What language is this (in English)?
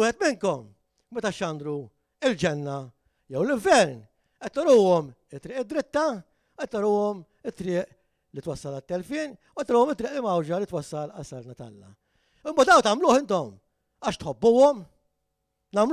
Maltese